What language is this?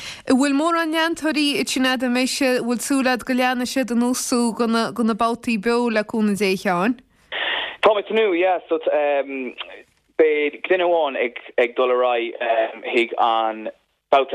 Irish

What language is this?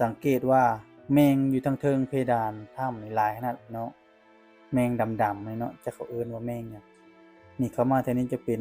Lao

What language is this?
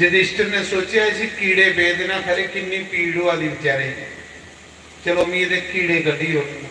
Dogri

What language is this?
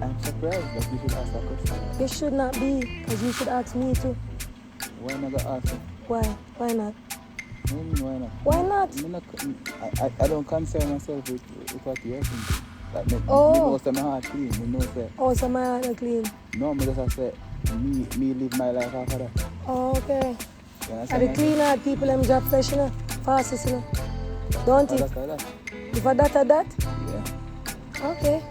Jamaican Creole English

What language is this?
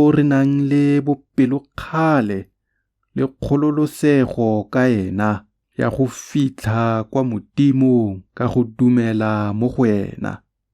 Tswana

